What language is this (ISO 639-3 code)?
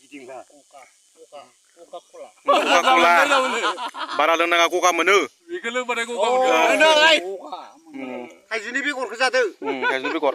brx